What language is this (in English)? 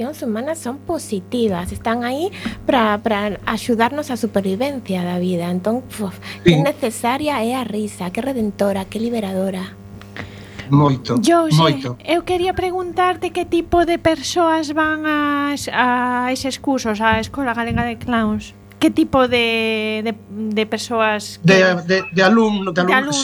Galician